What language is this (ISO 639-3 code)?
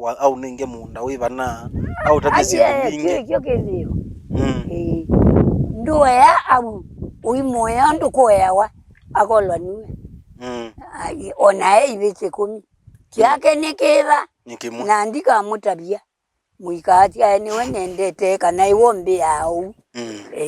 kam